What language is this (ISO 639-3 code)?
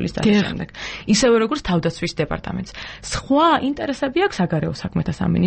kat